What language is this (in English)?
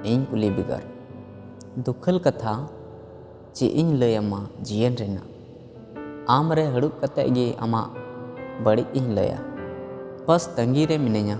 Santali